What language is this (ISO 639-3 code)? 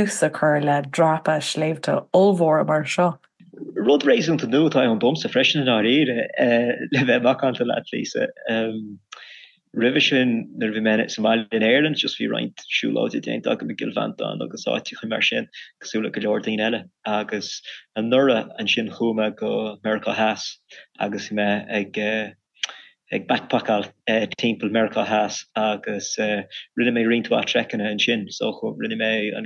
gle